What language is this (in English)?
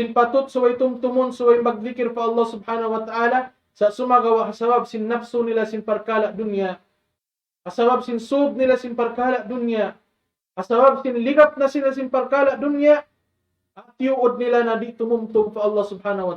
Tausug